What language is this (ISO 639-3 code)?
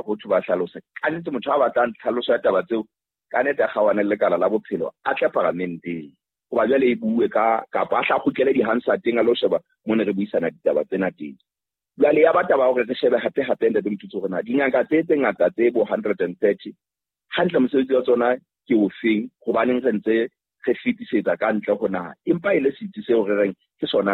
sot